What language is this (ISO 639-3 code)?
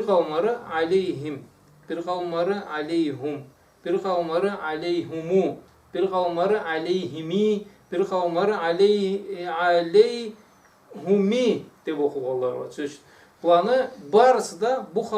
krc